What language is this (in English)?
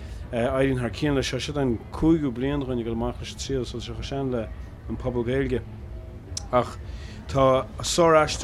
Irish